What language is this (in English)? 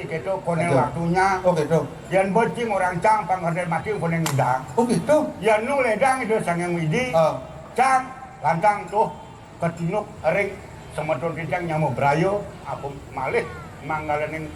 Balinese